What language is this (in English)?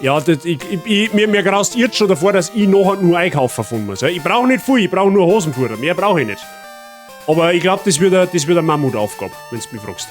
Bavarian